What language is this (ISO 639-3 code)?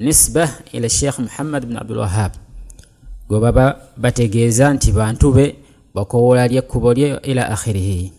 lug